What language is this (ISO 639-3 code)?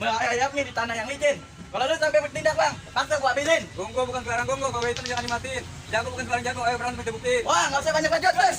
bew